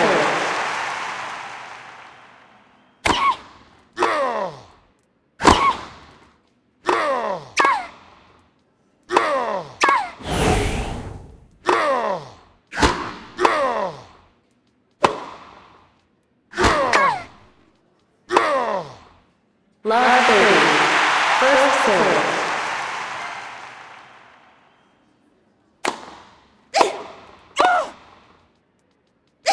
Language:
English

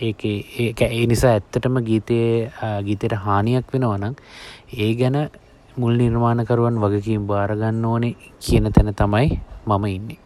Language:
Sinhala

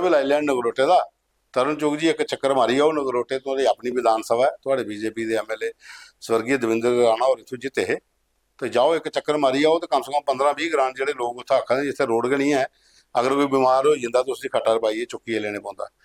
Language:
Dogri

